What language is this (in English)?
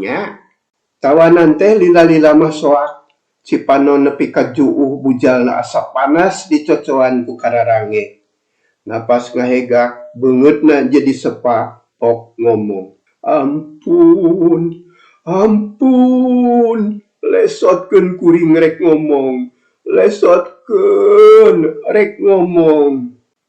Sundanese